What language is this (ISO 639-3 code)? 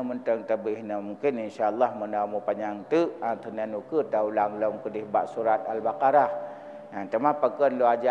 ace